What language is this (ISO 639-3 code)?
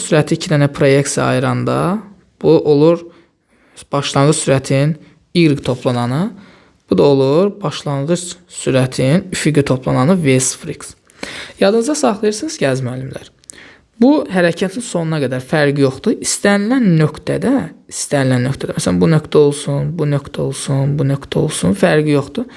aze